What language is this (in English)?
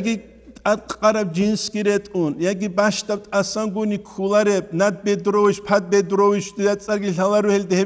Avaric